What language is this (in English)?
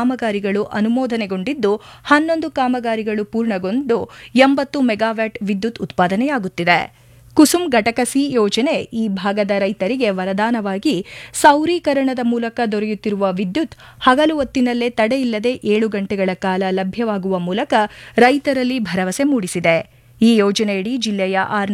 Kannada